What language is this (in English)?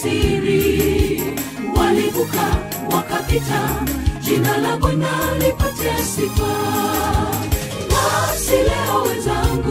Swahili